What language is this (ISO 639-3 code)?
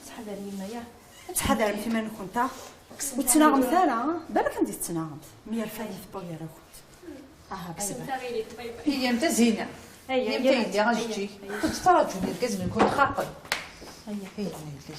kab